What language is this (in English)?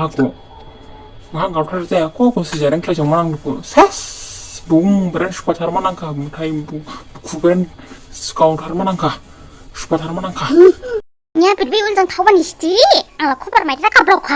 Dimasa